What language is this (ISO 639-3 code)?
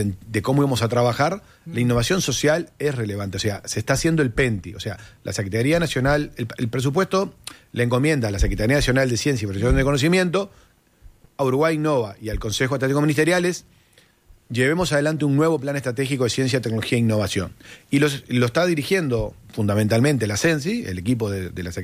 spa